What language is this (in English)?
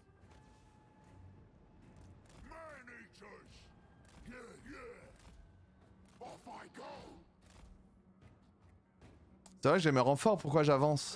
French